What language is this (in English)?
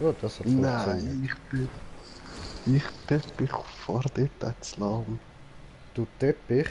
Swiss German